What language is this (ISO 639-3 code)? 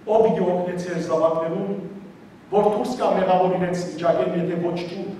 hyw